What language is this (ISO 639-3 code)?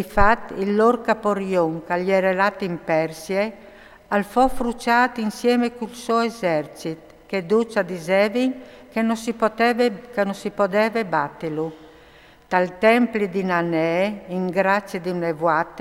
fur